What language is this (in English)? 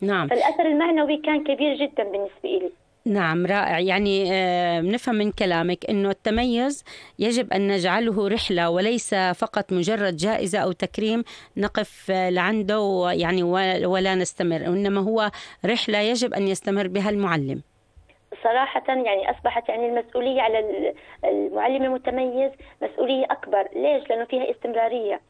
North Levantine Arabic